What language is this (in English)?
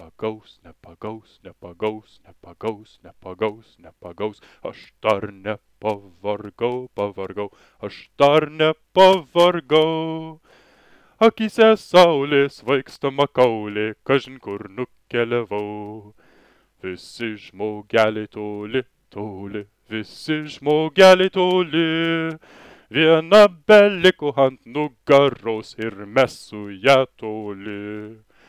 Lithuanian